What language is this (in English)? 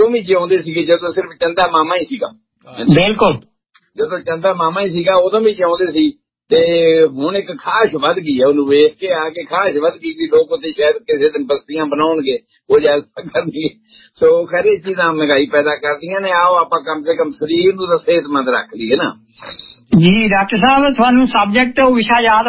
Punjabi